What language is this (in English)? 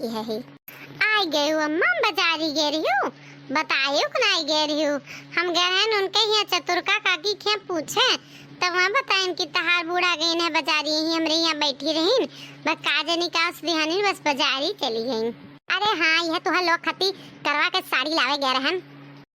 Awadhi